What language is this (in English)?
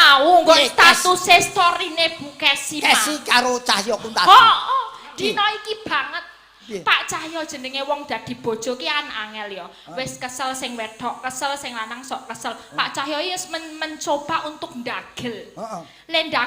Javanese